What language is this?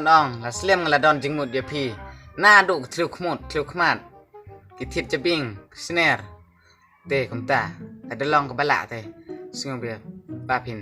Khasi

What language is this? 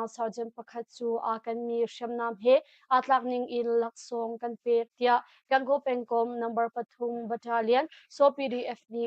Hakha Chin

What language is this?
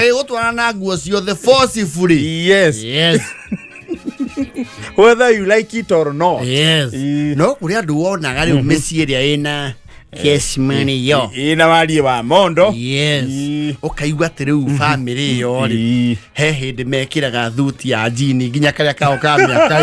Kikuyu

